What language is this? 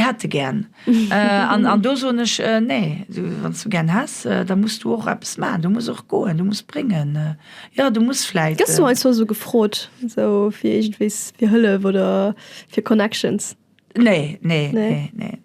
Luxembourgish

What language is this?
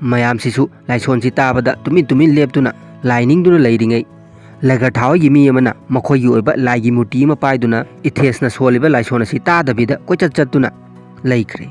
Manipuri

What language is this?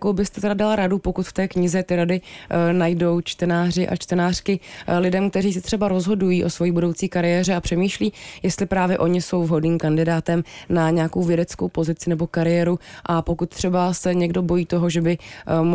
Czech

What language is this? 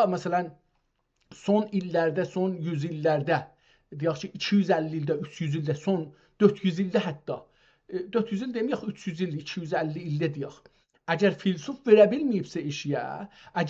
South Azerbaijani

